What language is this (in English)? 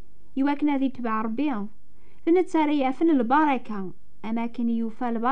Kabyle